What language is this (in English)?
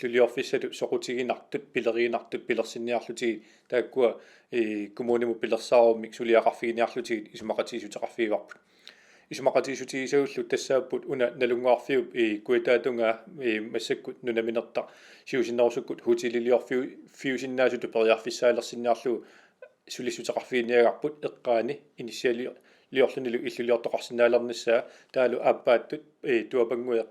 Kalaallisut